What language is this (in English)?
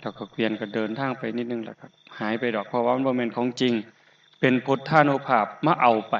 Northeastern Thai